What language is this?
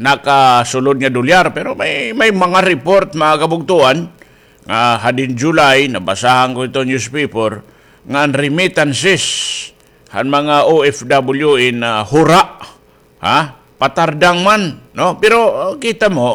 Waray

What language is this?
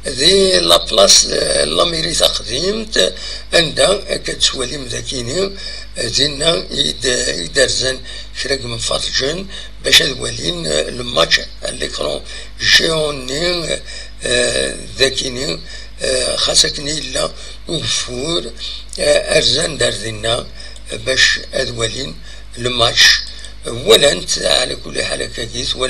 Kabyle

